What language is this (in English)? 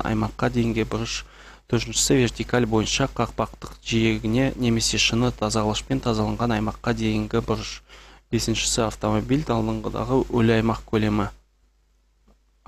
Kazakh